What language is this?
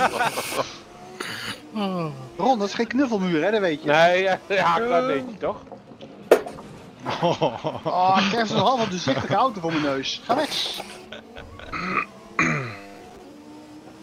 Dutch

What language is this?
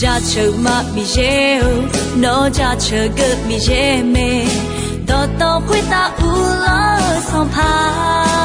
Akha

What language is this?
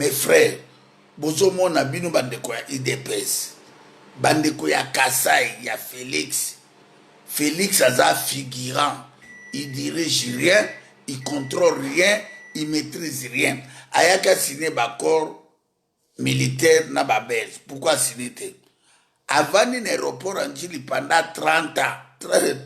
Lingala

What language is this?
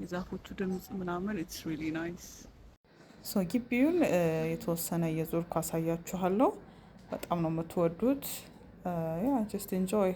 Amharic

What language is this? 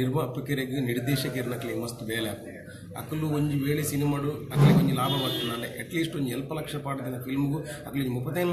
Tulu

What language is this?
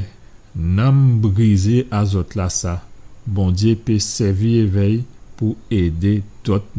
Guadeloupean Creole French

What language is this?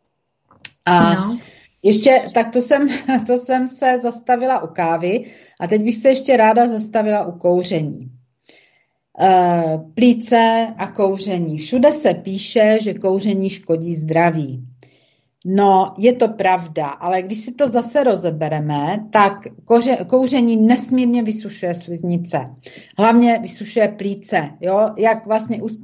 Czech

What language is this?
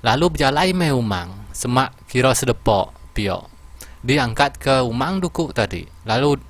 Iban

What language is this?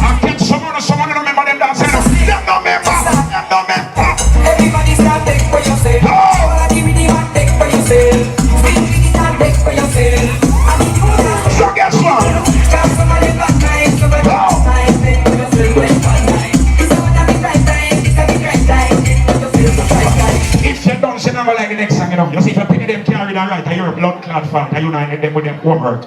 Jamaican Creole English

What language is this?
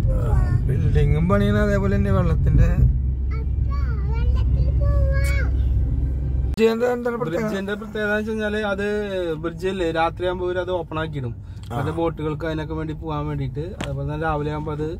Malayalam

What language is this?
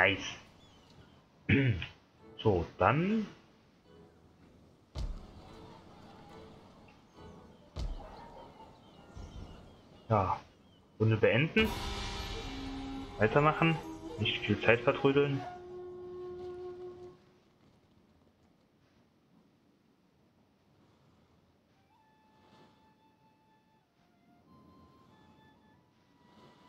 German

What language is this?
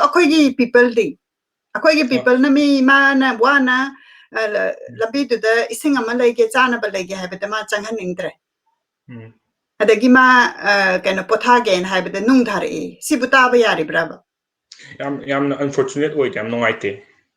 Manipuri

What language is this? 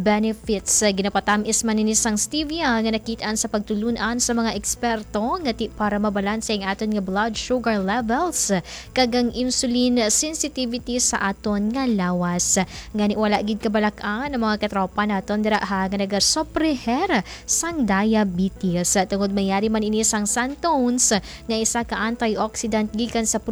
Hiligaynon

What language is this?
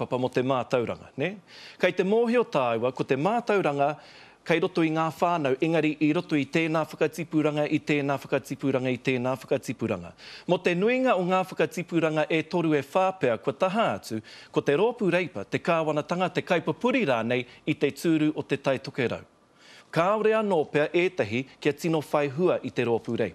Māori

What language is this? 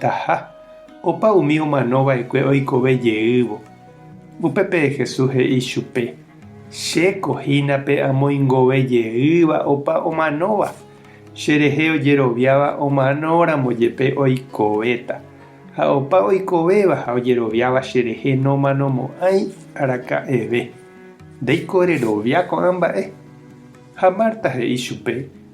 Guarani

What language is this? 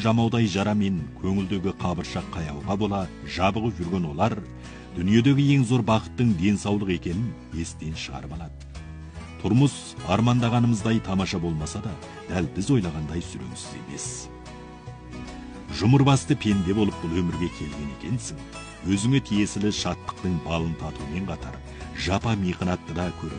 Kazakh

